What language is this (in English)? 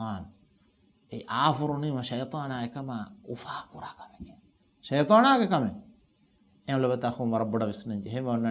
Divehi